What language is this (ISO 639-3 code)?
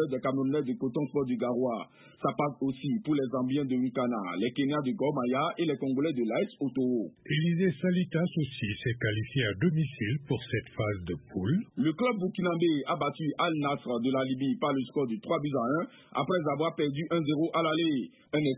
fra